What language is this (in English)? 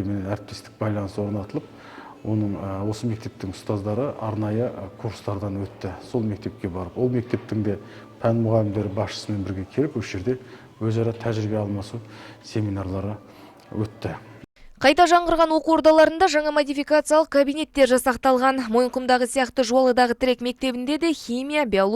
Kazakh